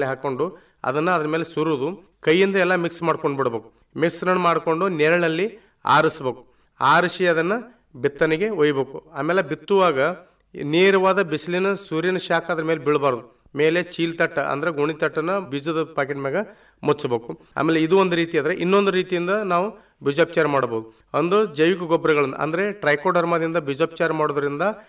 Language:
Kannada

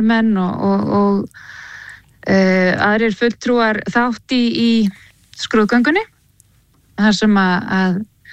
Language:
Icelandic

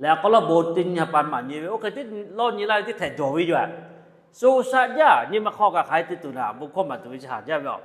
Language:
Lahu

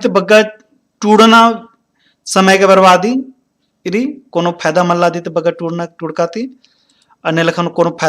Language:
Kurukh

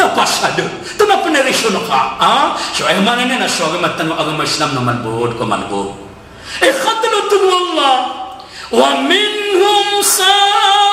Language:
Maranao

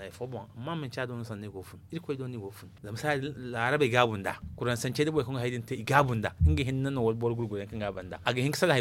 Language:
Zarma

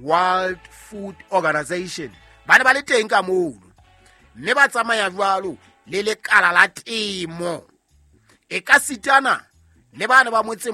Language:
Southern Sotho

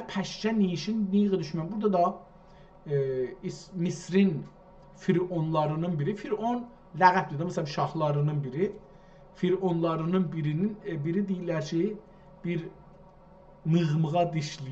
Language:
South Azerbaijani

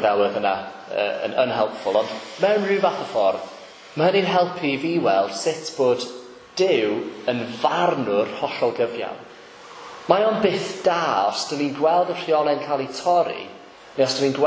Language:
Welsh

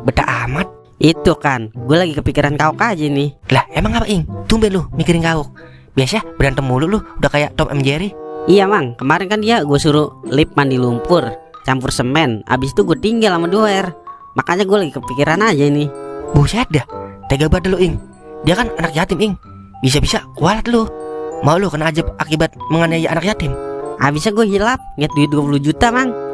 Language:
Betawi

